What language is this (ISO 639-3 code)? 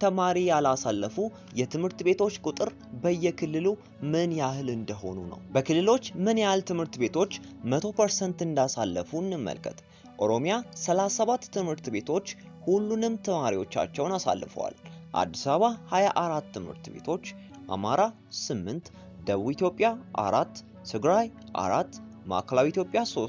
amh